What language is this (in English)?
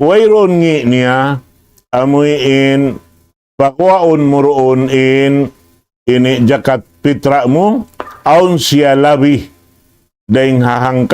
Tausug